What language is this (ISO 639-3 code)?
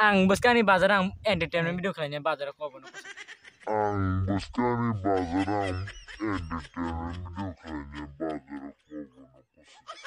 trp